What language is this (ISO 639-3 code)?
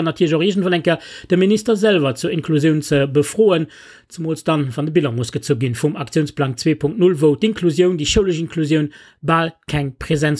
ltz